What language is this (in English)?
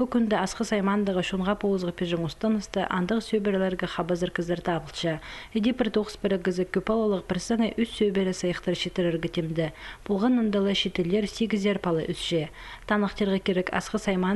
Khakas